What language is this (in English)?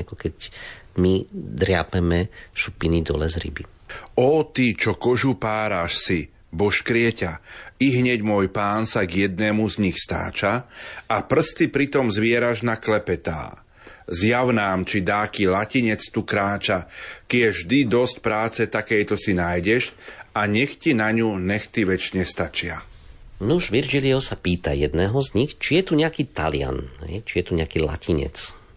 Slovak